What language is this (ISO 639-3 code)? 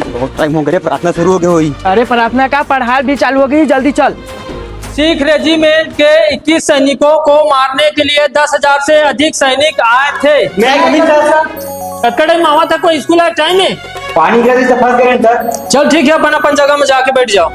hne